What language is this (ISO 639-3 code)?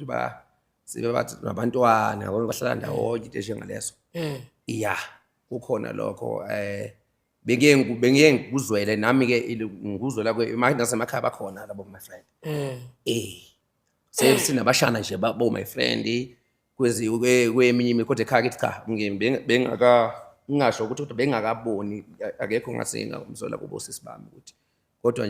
zul